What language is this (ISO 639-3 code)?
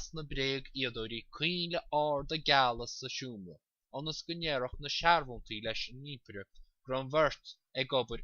gle